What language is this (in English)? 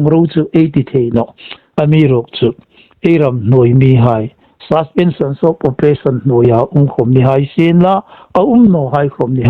Hmar